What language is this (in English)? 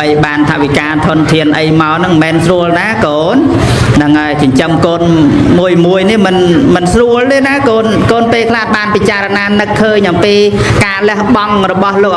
Khmer